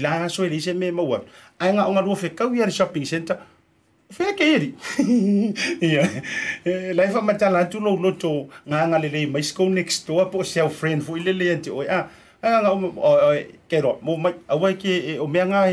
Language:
Samoan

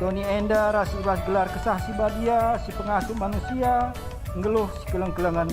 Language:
Batak Karo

